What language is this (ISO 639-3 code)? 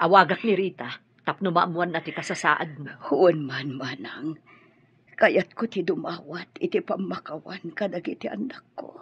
ilo